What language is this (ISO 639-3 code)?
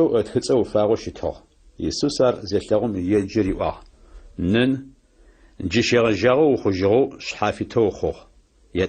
ady